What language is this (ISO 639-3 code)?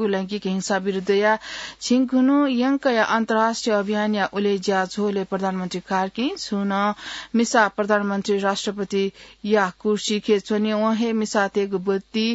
new